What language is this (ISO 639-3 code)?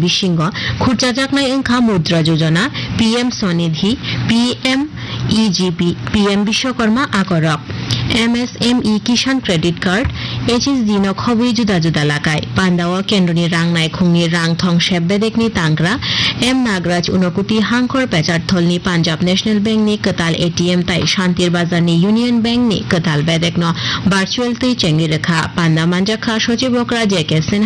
trp